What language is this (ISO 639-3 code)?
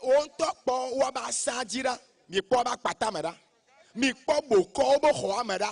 ewe